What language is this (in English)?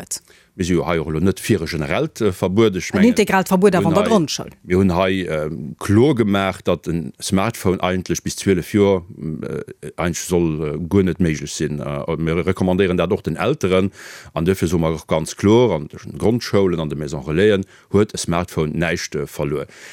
Luxembourgish